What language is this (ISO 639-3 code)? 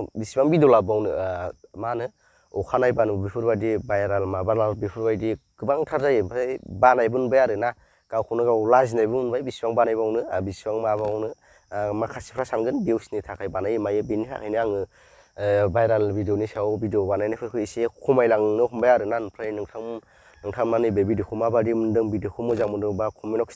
brx